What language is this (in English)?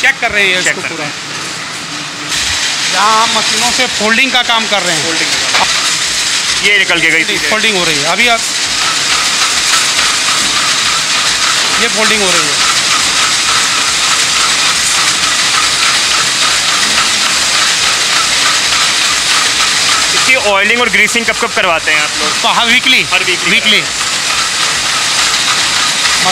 Hindi